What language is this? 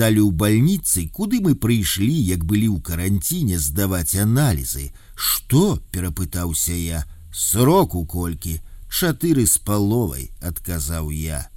Belarusian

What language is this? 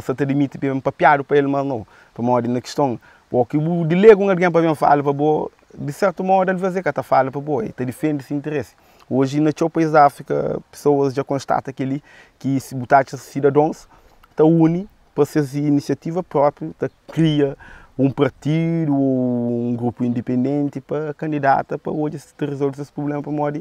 Kabuverdianu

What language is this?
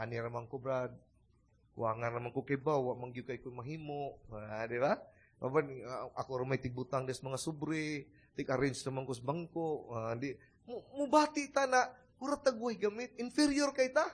Cebuano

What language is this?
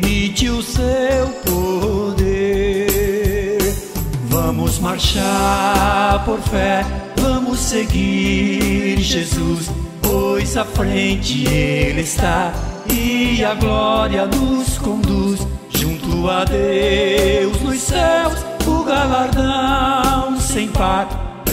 Portuguese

